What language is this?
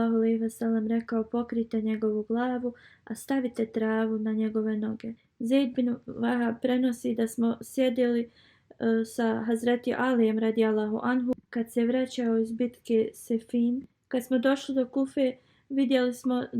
Bosnian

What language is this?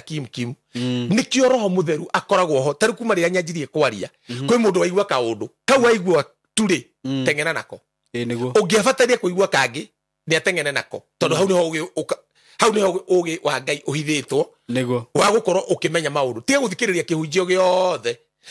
Kikuyu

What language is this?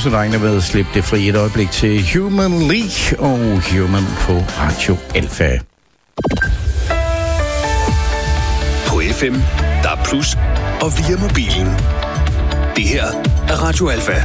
Danish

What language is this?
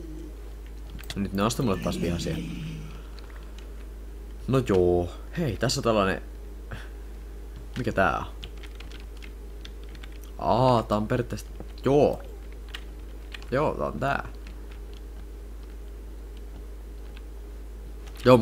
Finnish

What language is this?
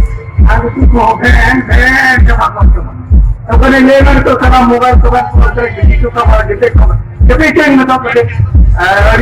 Santali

